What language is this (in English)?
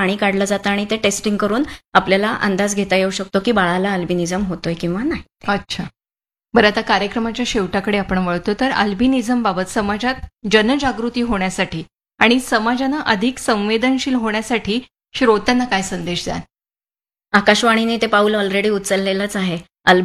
Marathi